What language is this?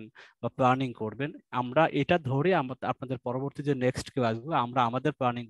Bangla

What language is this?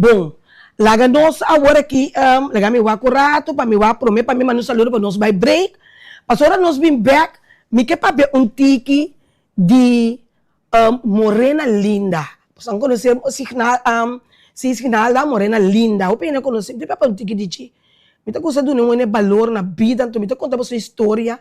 Papiamento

